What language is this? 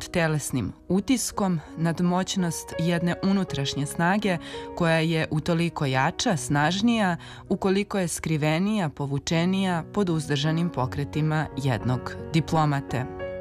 Serbian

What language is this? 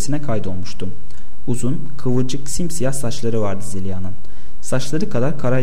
Turkish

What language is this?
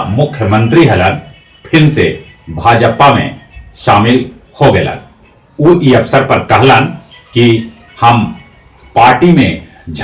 Magahi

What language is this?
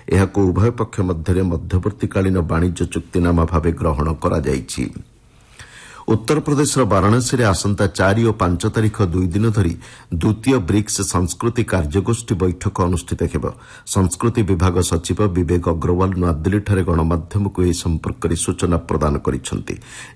Odia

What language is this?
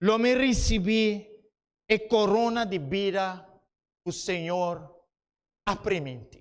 Papiamento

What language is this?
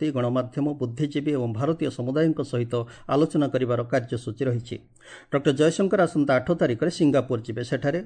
Odia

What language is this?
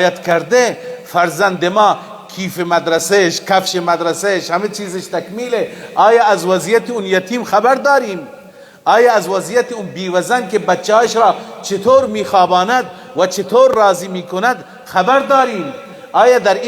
Persian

